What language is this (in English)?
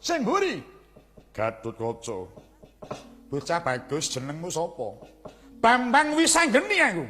Javanese